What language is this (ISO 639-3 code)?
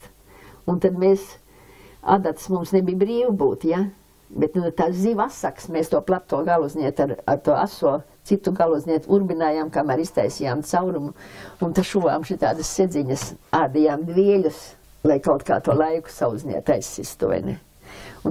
lav